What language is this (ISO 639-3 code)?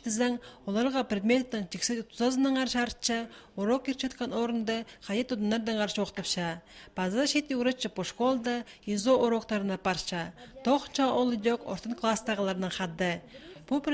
kjh